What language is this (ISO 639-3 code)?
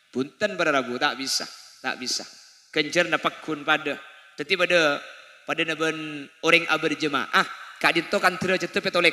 mad